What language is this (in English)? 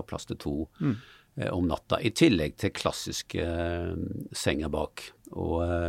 Norwegian